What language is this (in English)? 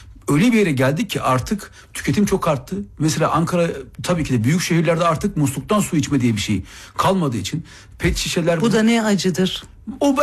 Turkish